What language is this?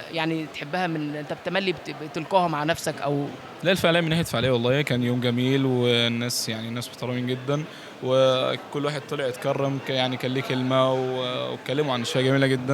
Egyptian Arabic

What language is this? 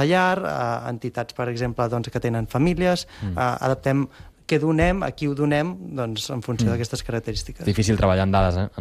Catalan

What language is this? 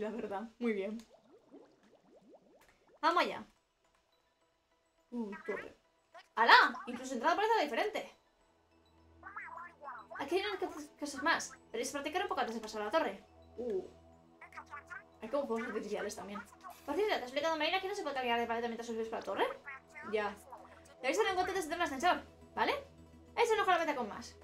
Spanish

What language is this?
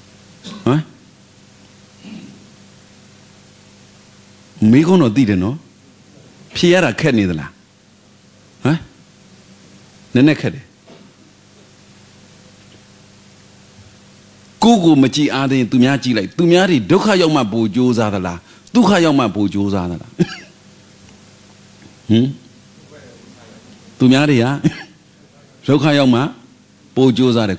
Burmese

